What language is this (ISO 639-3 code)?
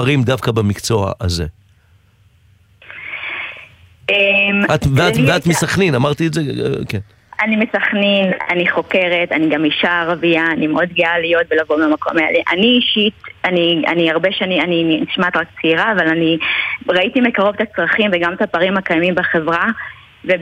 heb